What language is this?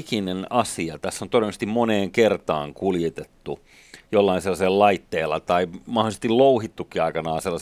Finnish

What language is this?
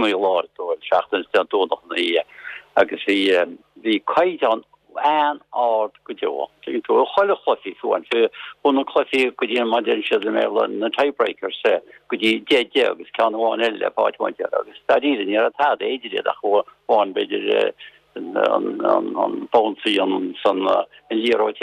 Irish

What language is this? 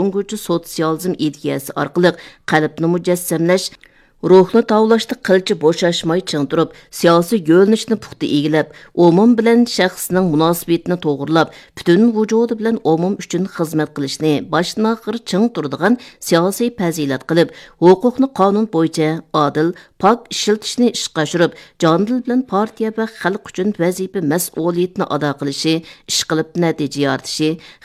Uyghur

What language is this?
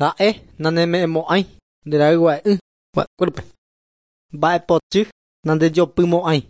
Guarani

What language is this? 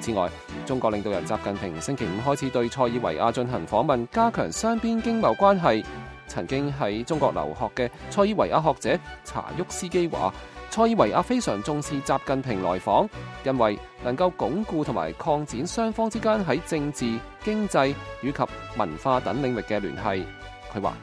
Cantonese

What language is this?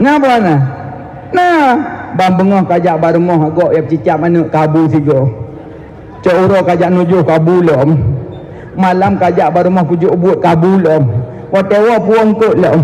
Achinese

